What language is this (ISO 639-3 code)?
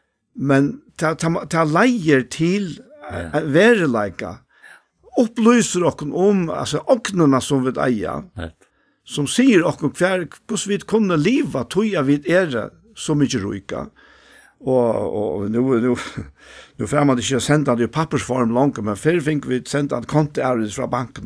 fao